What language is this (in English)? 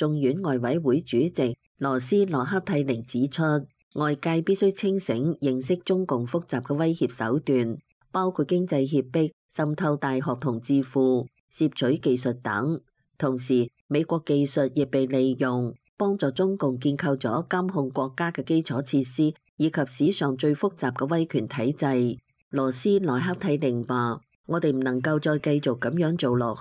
Cantonese